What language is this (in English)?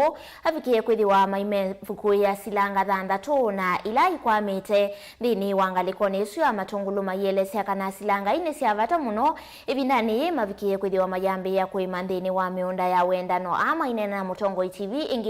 Kamba